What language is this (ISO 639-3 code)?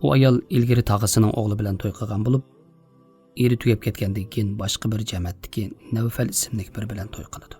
uig